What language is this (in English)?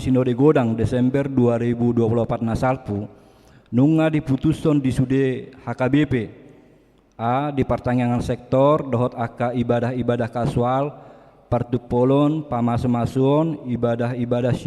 Batak Toba